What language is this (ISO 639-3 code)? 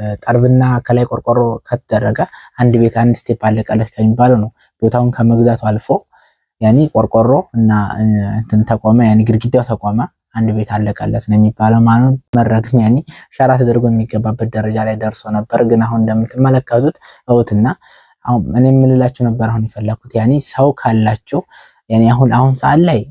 amh